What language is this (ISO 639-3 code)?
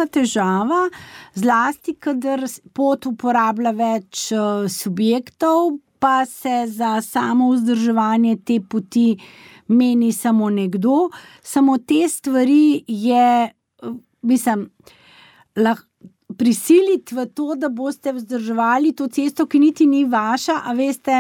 slv